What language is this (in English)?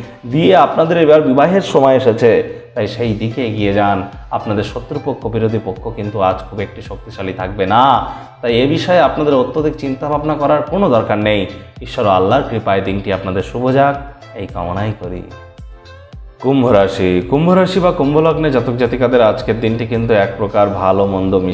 Bangla